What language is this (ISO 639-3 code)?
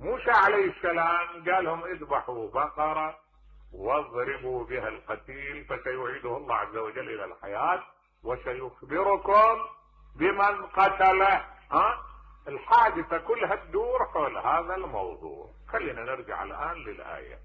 acm